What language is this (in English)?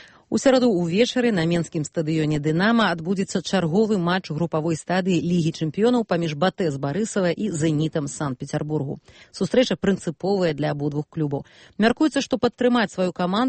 Belarusian